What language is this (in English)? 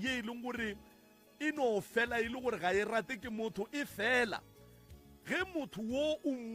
Northern Sotho